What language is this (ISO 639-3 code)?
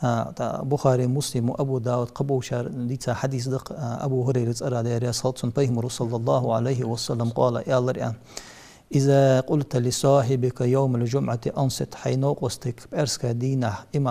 inh